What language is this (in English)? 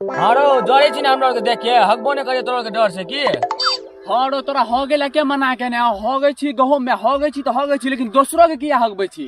Maithili